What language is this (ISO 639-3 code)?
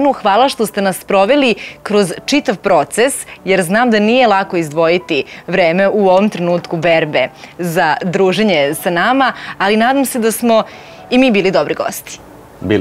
srp